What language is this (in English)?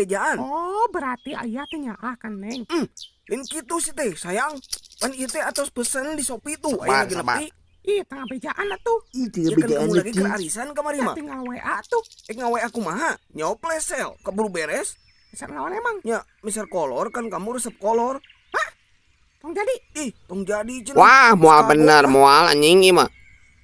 Sundanese